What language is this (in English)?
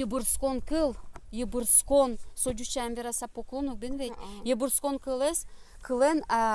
Udmurt